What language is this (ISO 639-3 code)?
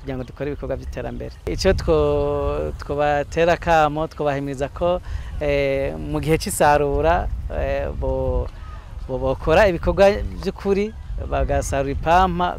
run